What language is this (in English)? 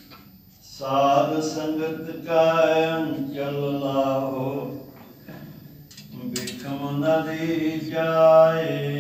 Punjabi